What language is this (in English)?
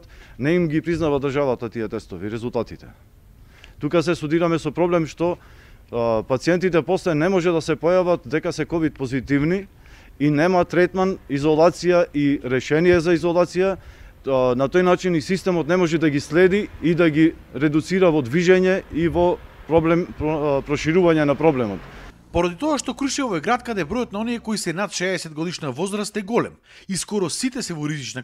Macedonian